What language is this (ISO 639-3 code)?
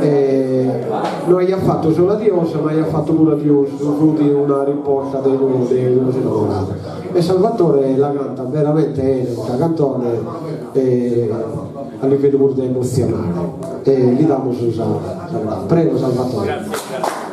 srd